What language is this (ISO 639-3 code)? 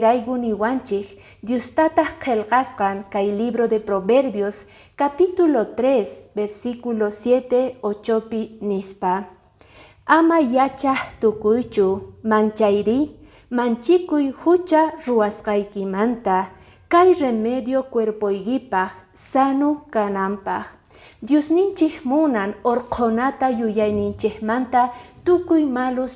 que